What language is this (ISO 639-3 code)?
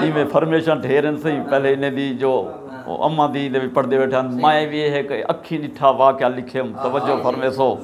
skr